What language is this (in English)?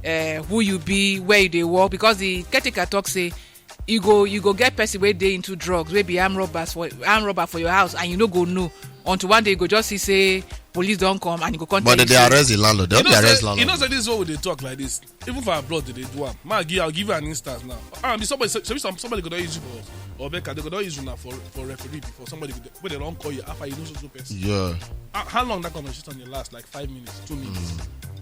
Nigerian Pidgin